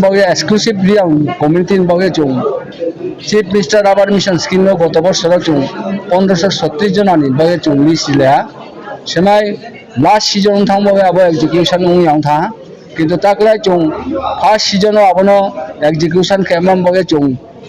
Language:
Riang (India)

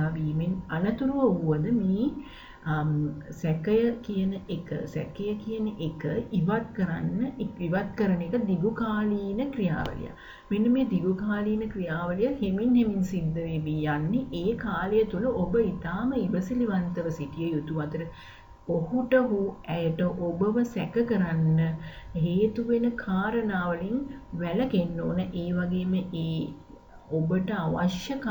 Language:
Sinhala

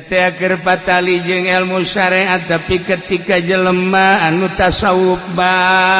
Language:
Sundanese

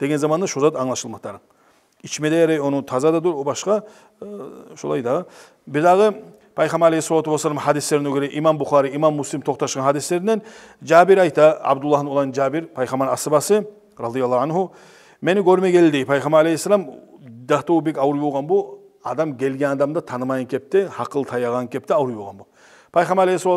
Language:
Kumyk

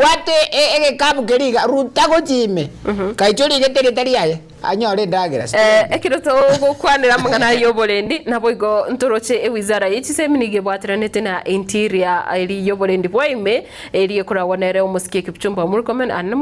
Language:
Gusii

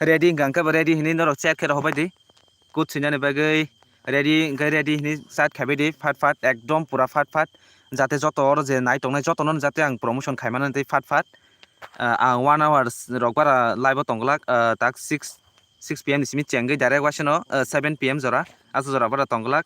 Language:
Kok Borok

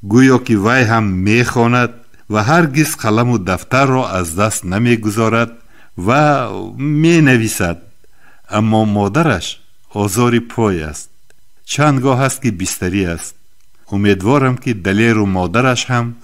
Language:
Tajik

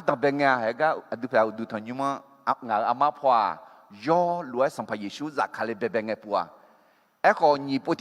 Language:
Akha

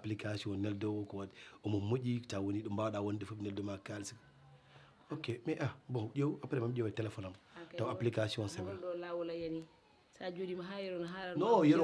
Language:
Fula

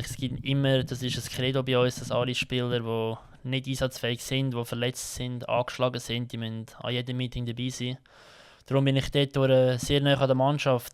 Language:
Swiss German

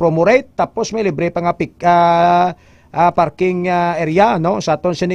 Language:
Hiligaynon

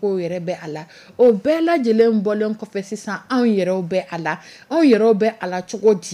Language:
Dyula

